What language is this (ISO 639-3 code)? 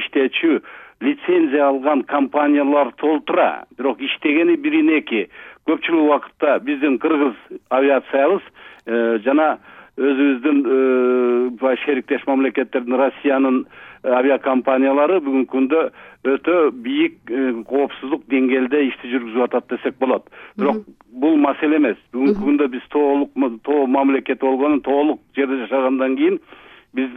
kir